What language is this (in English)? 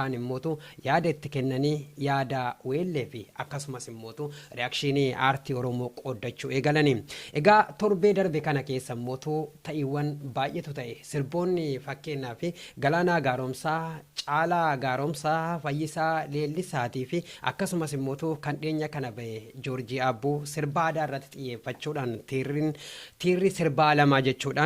Oromo